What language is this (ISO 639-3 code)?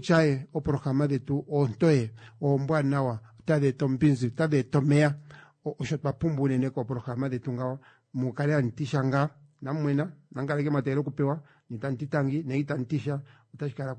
kua